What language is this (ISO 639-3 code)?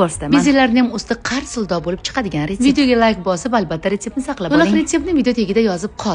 uzb